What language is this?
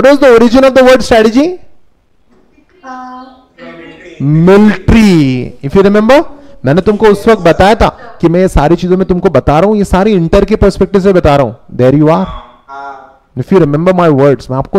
Hindi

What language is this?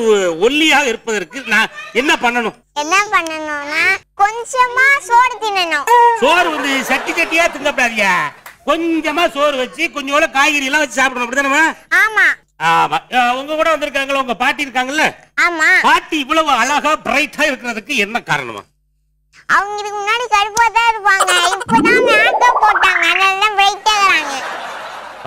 Tamil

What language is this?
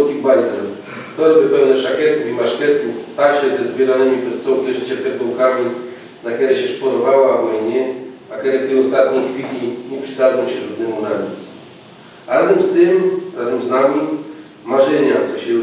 Silesian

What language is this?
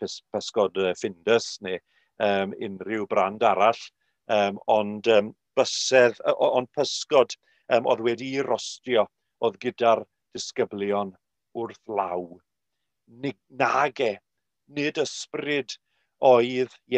Welsh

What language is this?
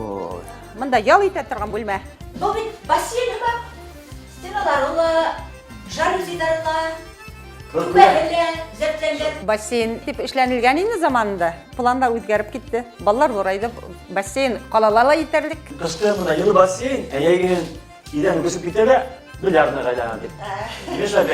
Bashkir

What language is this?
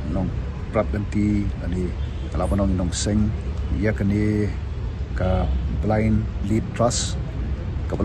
Khasi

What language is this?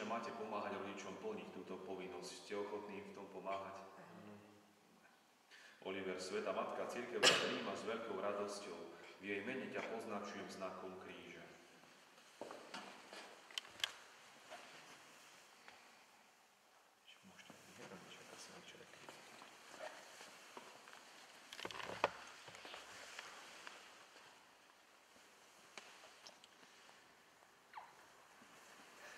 Slovak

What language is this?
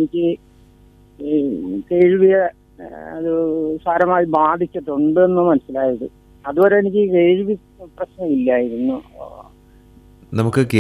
Malayalam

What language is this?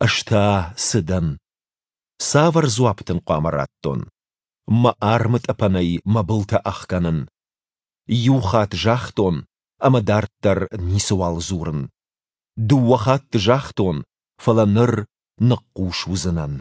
Ossetic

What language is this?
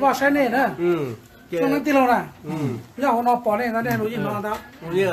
Hmong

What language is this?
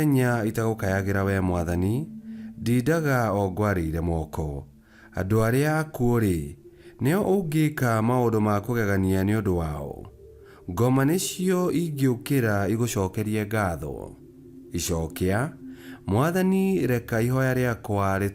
Kikuyu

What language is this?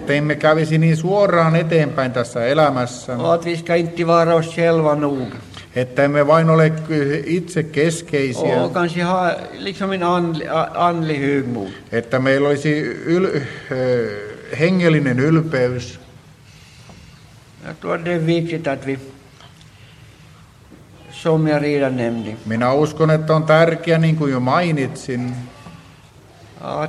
Finnish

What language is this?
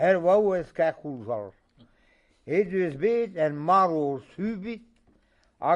Breton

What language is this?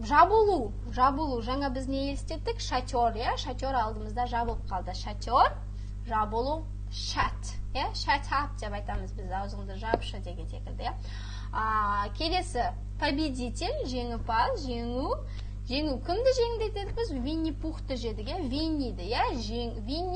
Kazakh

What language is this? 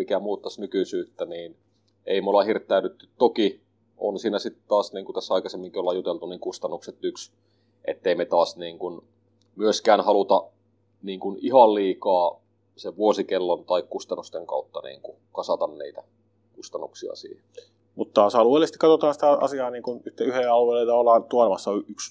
Finnish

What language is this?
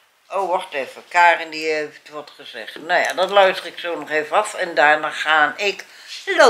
Dutch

